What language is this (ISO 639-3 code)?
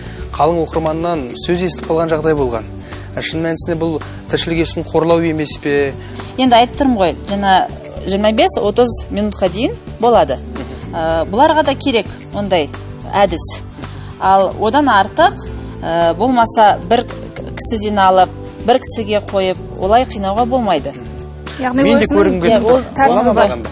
kaz